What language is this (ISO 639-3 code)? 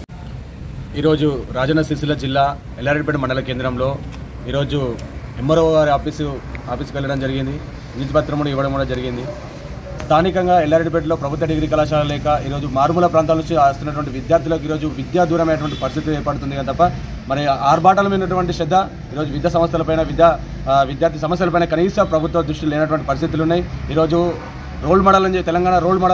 tel